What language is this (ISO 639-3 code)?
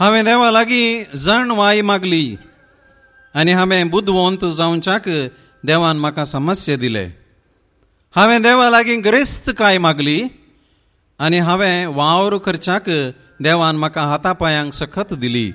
kok